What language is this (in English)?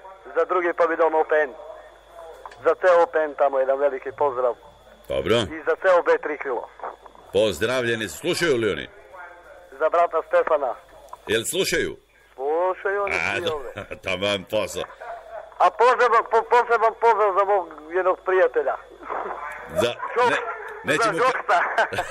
Serbian